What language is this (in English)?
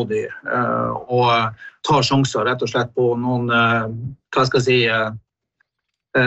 Norwegian